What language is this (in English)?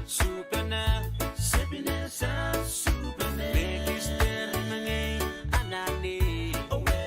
Pohnpeian